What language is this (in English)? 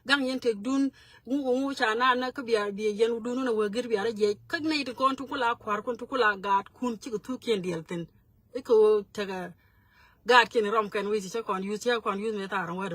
Nuer